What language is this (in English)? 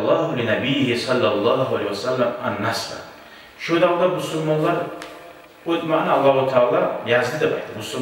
Kumyk